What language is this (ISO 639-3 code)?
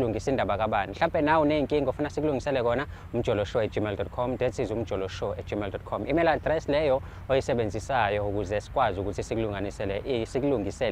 zul